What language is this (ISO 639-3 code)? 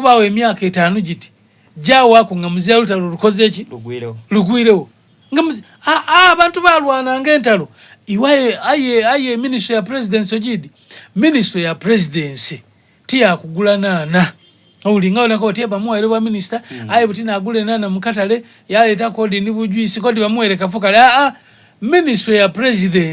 xog